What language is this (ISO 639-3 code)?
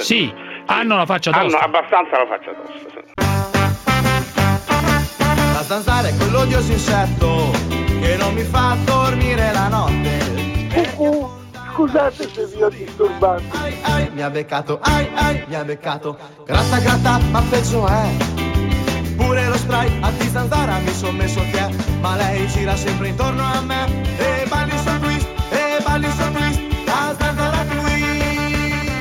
ita